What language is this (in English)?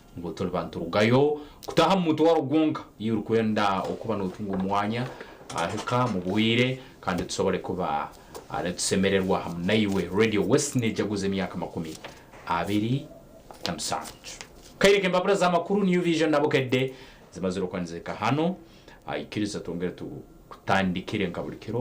Nyankole